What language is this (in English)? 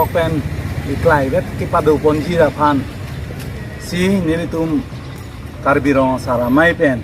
Karbi